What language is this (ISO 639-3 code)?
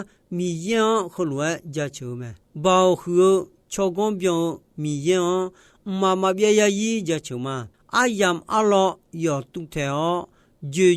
ahk